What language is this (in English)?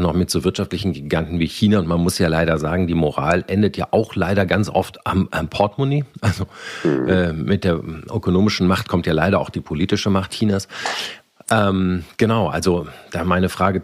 German